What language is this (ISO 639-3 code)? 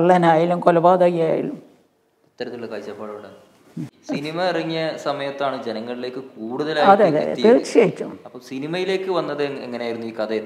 mal